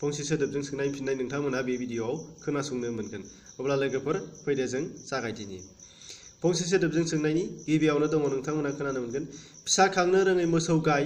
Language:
Bodo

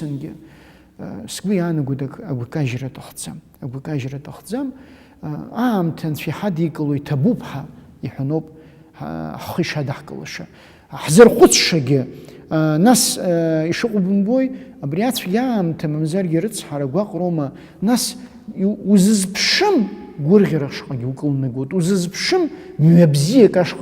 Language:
Abkhazian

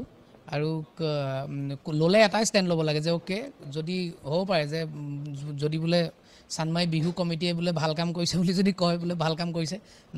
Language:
Assamese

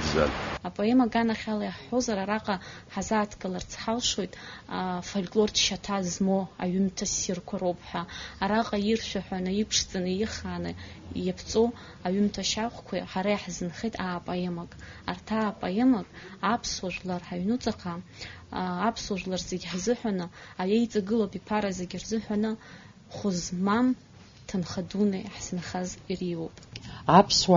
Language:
Abkhazian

